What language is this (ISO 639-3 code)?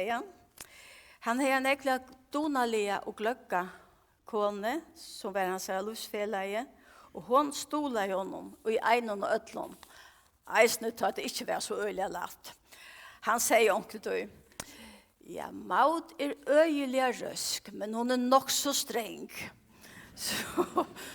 fao